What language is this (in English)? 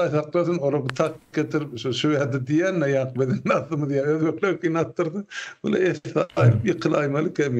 Turkmen